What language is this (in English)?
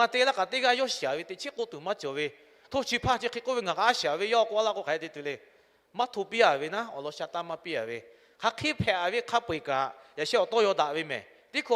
Lahu